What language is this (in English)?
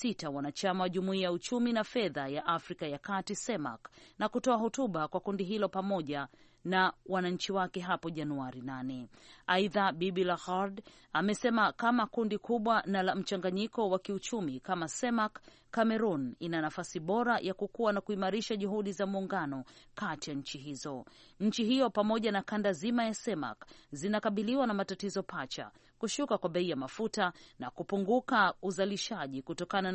Swahili